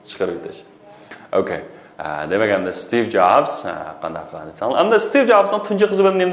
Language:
Uyghur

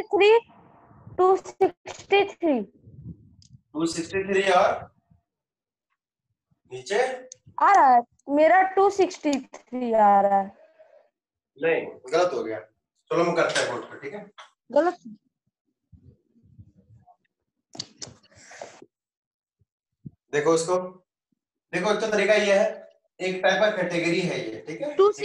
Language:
Hindi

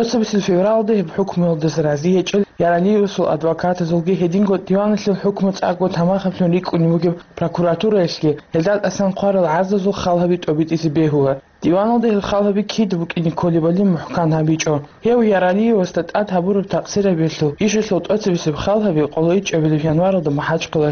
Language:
Avaric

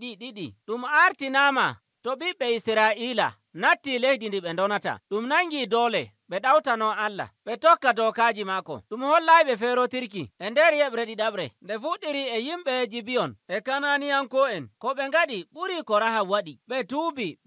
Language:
Nigerian Fulfulde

